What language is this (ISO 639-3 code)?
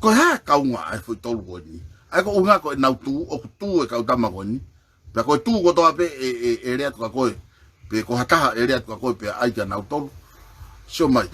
ton